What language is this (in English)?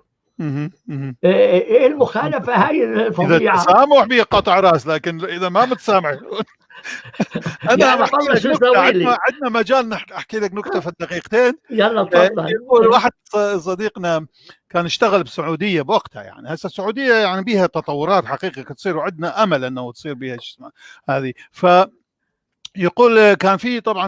North Levantine Arabic